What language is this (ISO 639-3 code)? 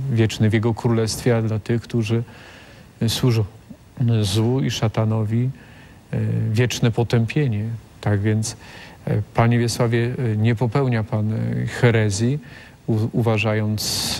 pol